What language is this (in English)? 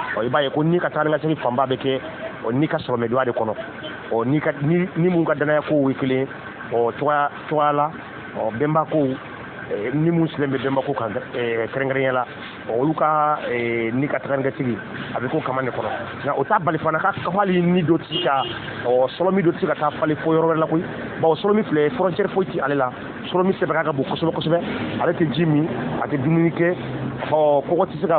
Bambara